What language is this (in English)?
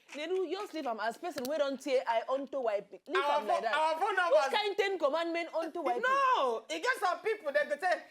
Nigerian Pidgin